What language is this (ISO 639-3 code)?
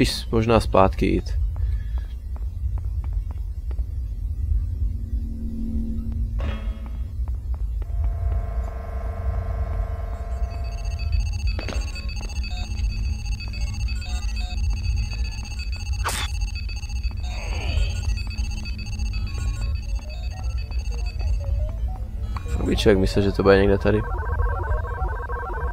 ces